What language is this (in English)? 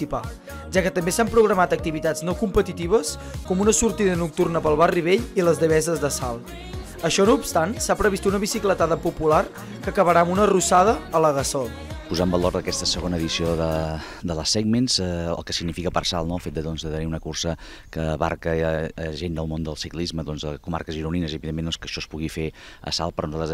Catalan